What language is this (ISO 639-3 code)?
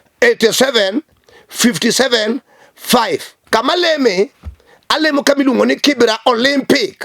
luo